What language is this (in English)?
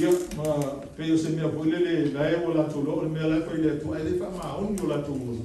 Samoan